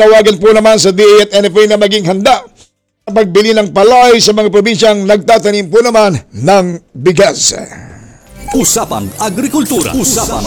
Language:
Filipino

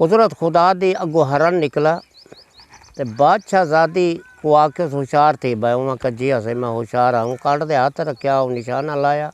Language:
Saraiki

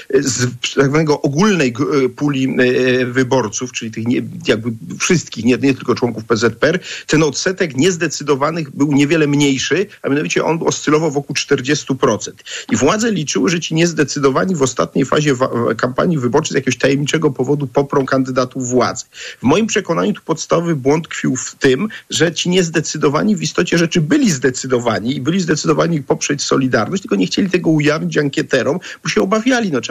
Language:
Polish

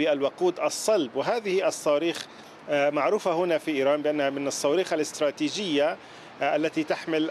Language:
Arabic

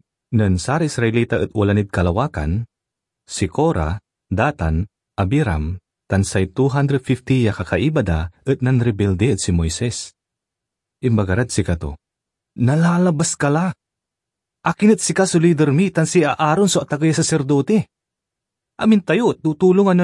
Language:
Pangasinan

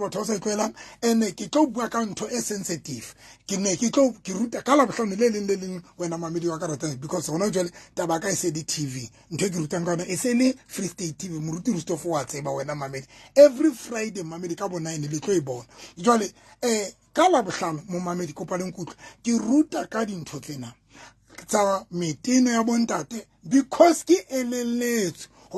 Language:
Southern Sotho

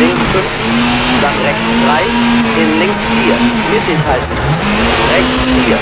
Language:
Bavarian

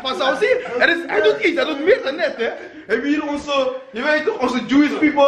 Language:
Dutch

